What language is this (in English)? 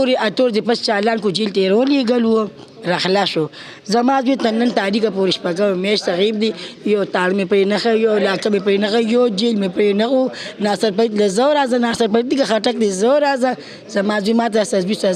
Pashto